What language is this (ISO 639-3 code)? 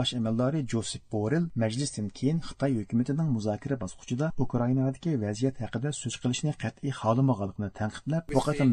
uig